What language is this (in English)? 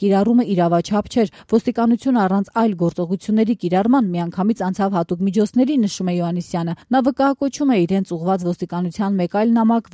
Armenian